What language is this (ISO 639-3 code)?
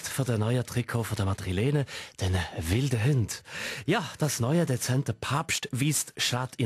gsw